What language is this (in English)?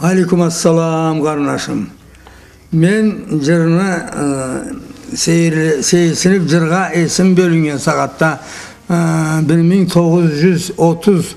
Karachay-Balkar